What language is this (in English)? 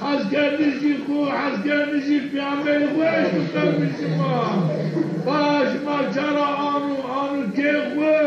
Zaza